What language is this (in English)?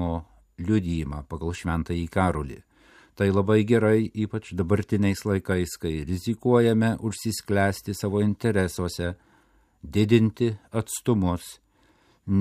Lithuanian